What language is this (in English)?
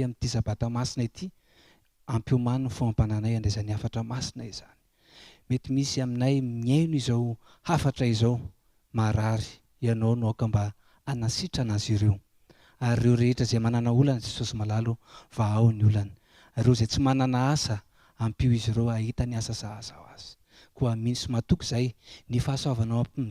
Malagasy